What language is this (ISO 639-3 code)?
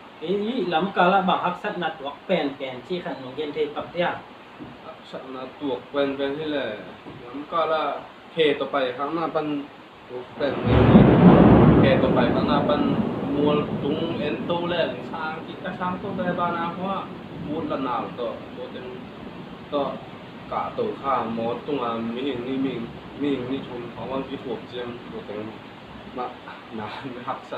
ctd